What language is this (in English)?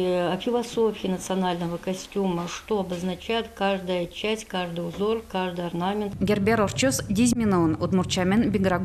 Udmurt